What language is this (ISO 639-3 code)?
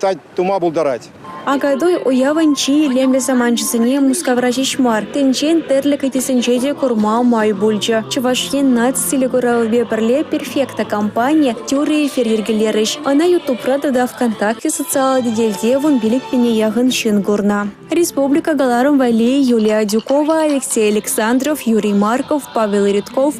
chv